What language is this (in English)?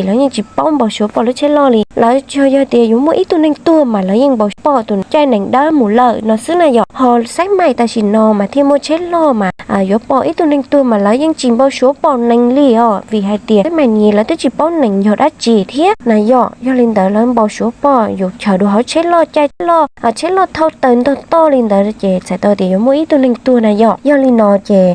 Hmong